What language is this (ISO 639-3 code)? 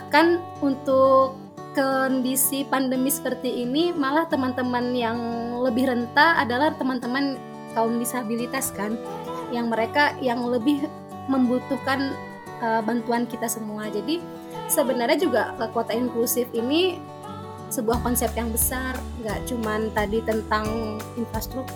ind